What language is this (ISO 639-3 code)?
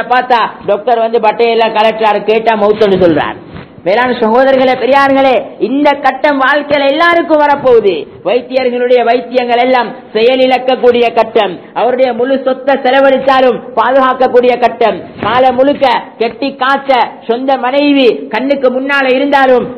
tam